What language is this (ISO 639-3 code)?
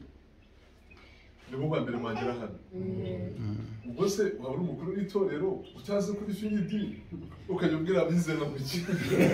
kin